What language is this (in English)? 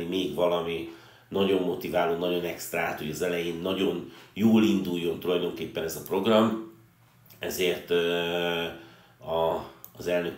Hungarian